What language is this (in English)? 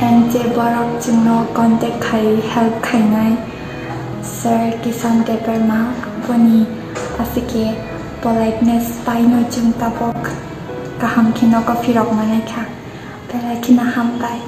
Kok Borok